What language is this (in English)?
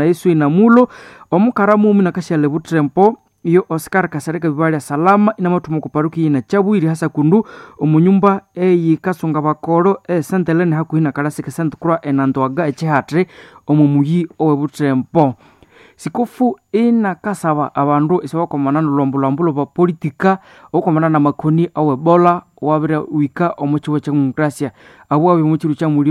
Nande